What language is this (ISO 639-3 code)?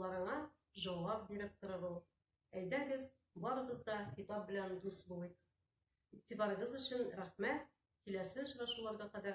tat